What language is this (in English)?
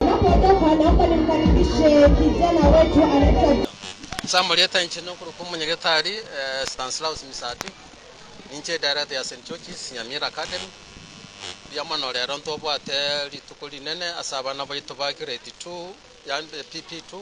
Gusii